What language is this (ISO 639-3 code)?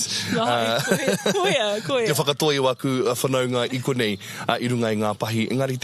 mri